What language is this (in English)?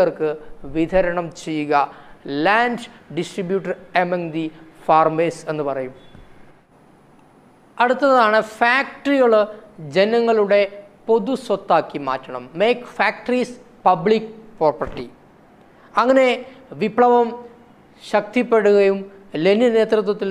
Malayalam